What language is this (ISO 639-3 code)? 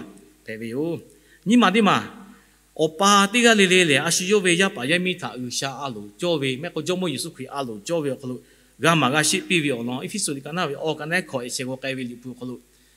lhu